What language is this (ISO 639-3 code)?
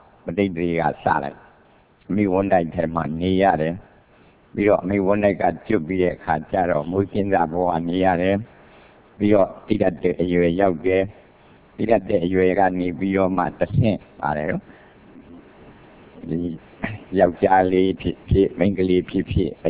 mya